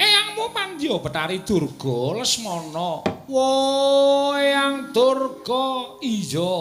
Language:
Javanese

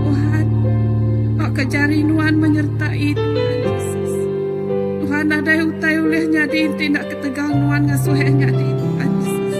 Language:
Iban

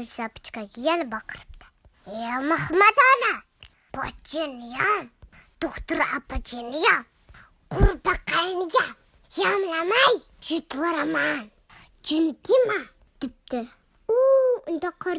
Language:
Uzbek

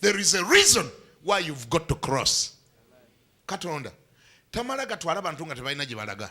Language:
Ganda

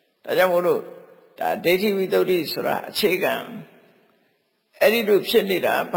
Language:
Burmese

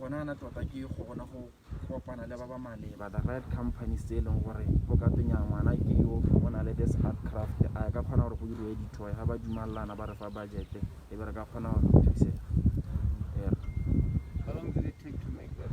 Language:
Tswana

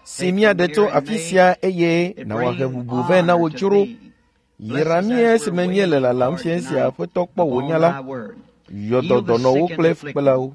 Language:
Ewe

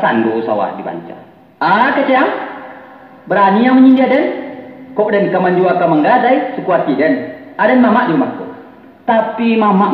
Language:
Minangkabau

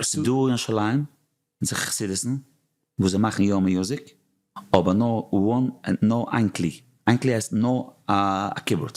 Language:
Yiddish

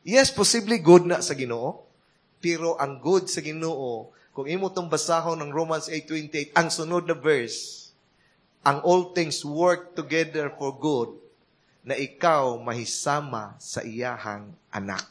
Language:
Cebuano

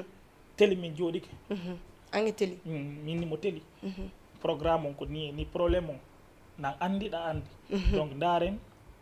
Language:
Fula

